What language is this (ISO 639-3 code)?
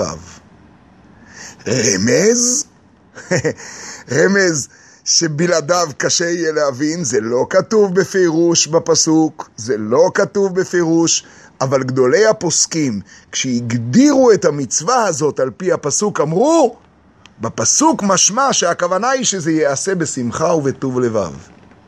heb